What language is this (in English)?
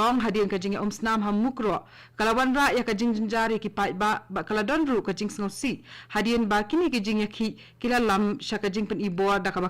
Khasi